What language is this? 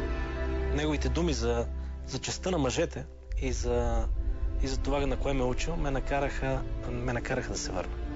Bulgarian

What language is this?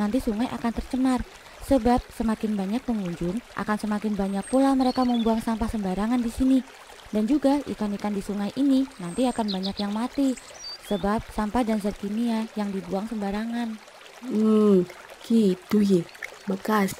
Betawi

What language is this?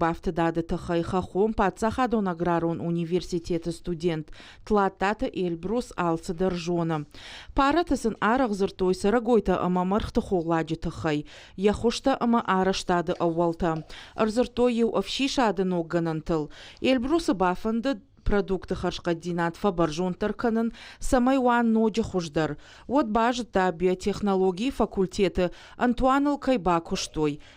Ossetic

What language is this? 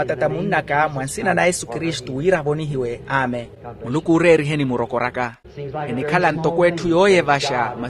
Makhuwa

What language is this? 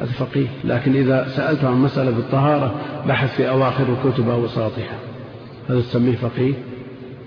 Arabic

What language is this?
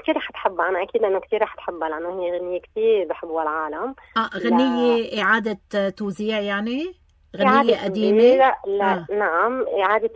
North Levantine Arabic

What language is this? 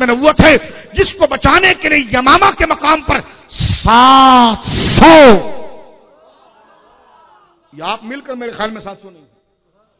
Urdu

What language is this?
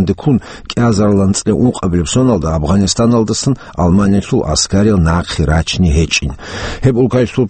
Avaric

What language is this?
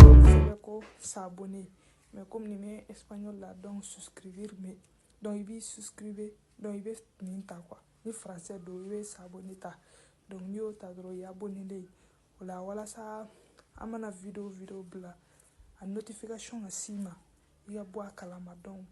Bambara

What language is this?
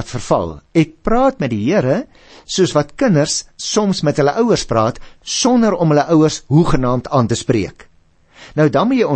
Afrikaans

